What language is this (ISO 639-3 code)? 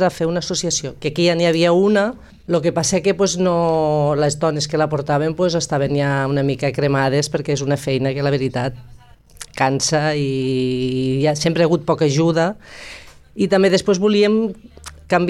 cat